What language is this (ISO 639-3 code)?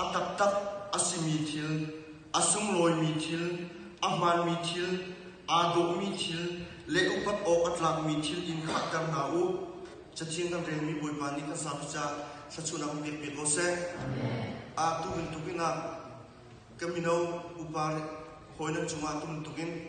cnh